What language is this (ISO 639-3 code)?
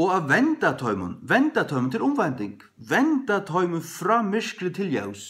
fao